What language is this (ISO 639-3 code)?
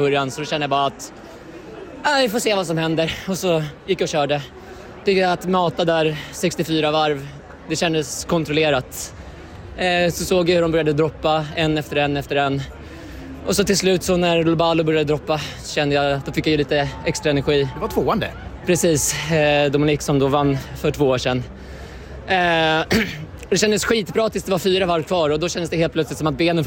swe